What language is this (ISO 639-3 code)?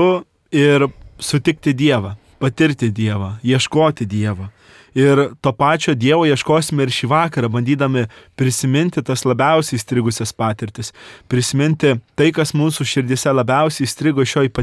lit